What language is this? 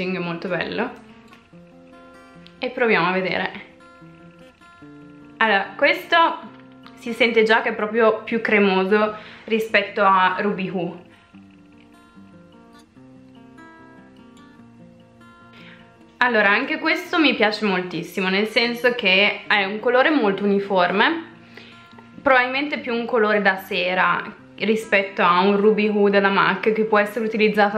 Italian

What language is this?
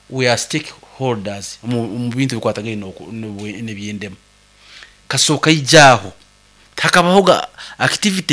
Nyankole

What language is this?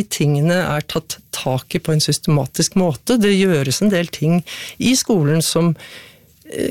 Norwegian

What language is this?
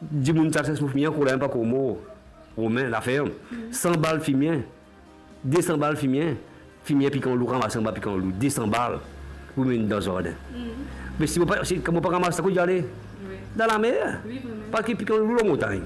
Morisyen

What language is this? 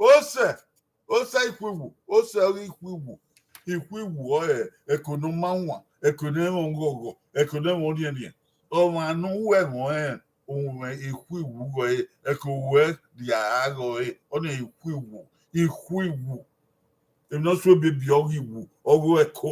Bini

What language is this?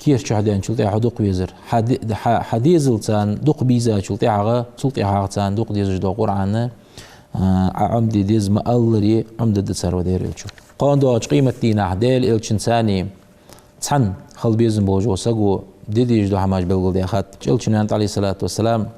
Ingush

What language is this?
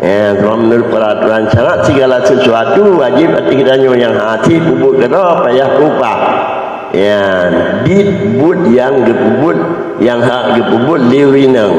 Achinese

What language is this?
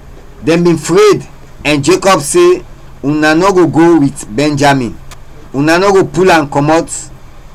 Krio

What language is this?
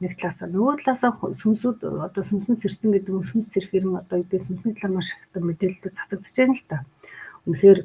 Mongolian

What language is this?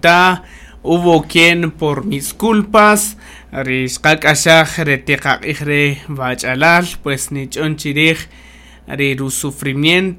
Kaqchikel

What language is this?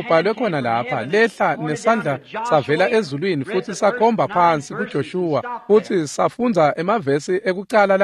Swati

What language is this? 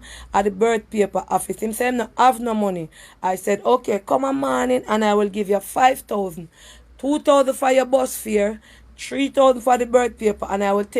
Jamaican Creole English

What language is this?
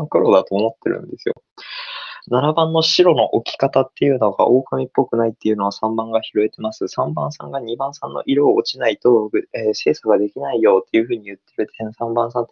Japanese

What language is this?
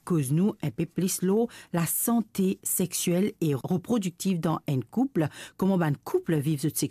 Morisyen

